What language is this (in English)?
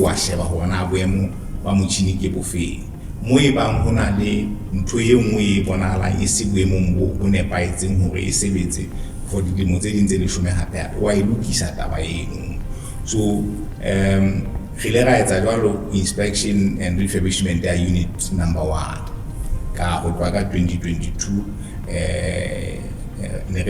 Southern Sotho